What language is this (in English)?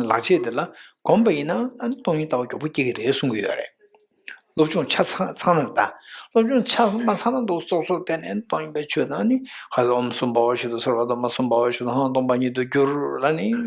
Tibetan